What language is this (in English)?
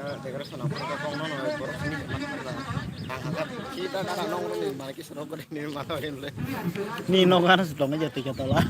Kok Borok